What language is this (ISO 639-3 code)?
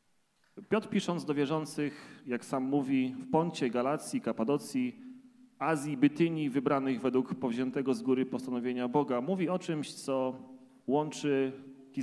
pol